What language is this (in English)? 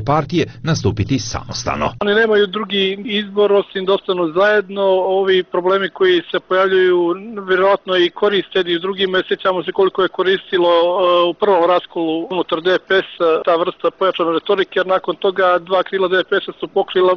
Serbian